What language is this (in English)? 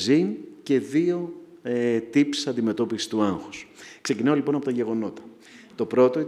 Greek